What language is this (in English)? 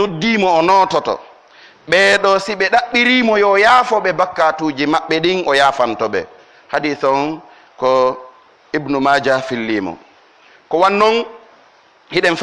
Pular